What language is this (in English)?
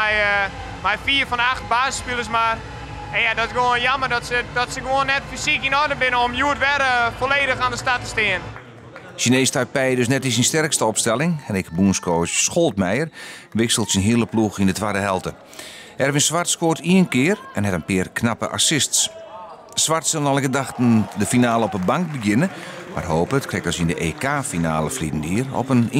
Western Frisian